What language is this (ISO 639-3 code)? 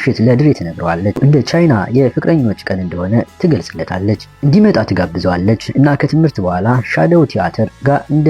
amh